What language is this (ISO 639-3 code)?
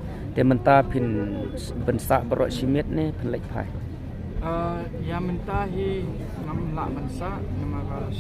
kha